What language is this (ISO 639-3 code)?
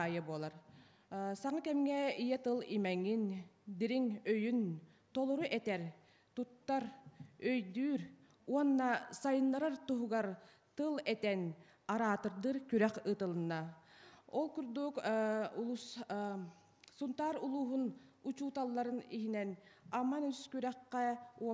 sah